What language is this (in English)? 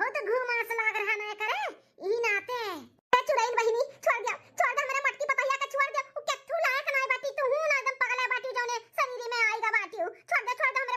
Awadhi